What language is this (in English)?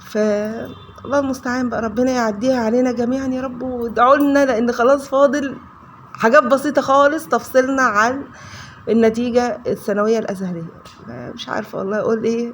Egyptian Arabic